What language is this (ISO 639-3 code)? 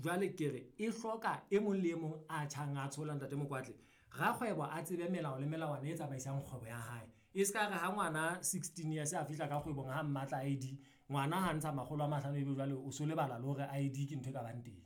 sot